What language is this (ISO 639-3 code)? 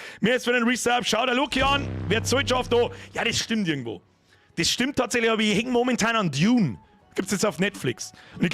bar